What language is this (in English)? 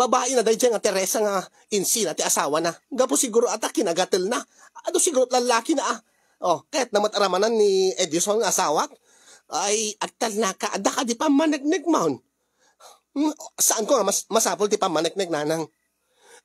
Iloko